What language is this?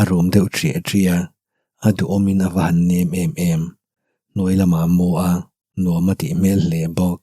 Mizo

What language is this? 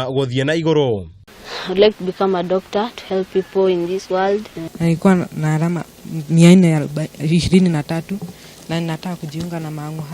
Kikuyu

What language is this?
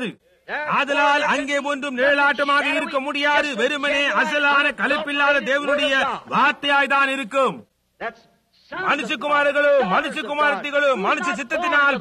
Tamil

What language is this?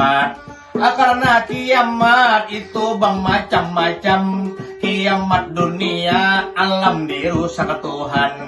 Banjar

